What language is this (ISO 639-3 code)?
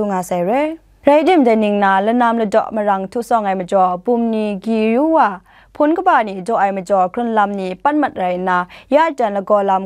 kac